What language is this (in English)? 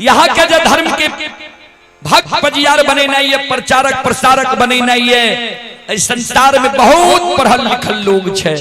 Maithili